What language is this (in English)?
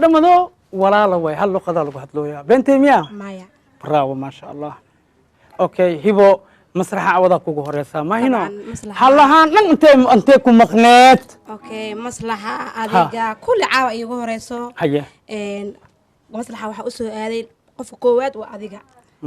Somali